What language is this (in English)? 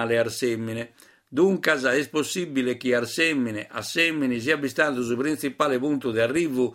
Sardinian